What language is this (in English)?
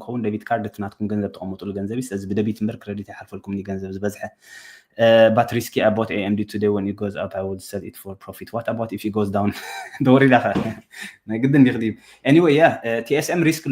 Tigrinya